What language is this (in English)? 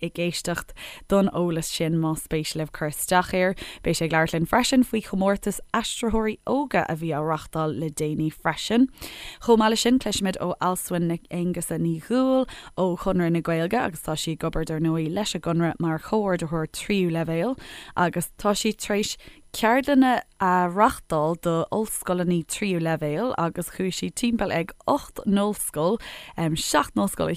Irish